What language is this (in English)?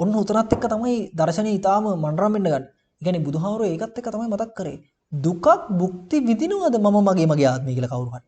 Sinhala